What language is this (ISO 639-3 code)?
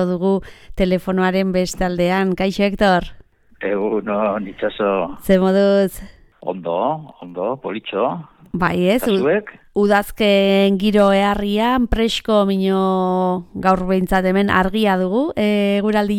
eus